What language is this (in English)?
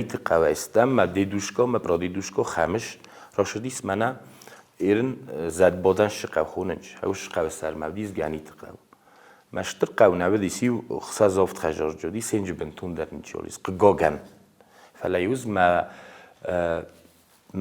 Ossetic